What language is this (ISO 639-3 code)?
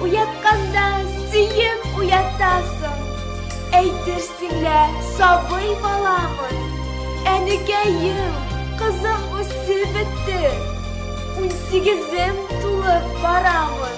bak